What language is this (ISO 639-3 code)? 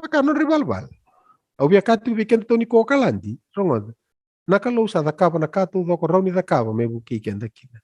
fij